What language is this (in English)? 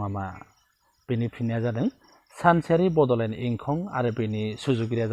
Bodo